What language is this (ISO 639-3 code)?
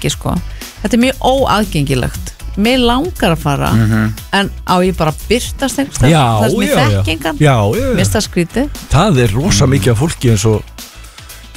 isl